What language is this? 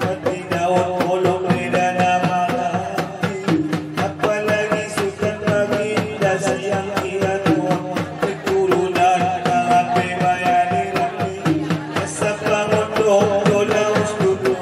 Batak Angkola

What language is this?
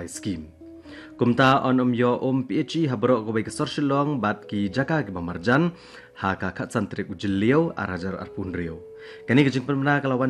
Khasi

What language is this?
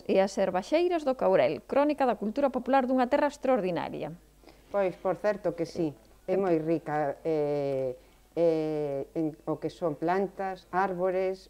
Galician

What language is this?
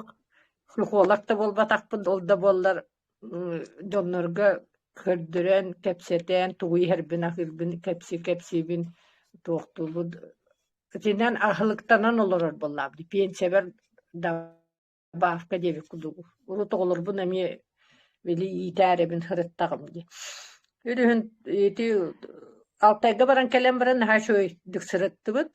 Yakut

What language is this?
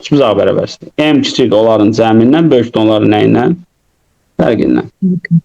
Azerbaijani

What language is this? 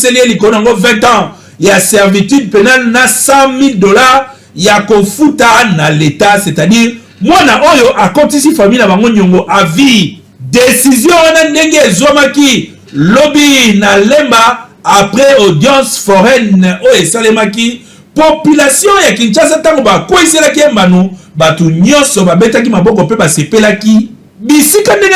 Lingala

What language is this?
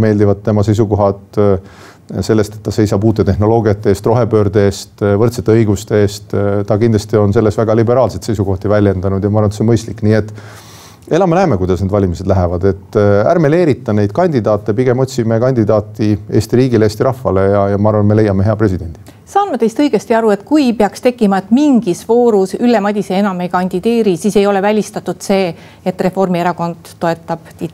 Estonian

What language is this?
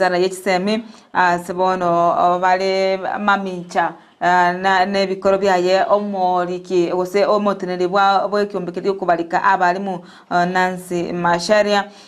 Gusii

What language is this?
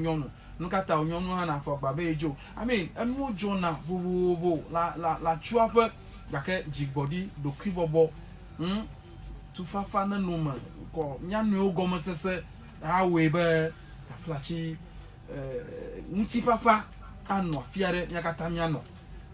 Ewe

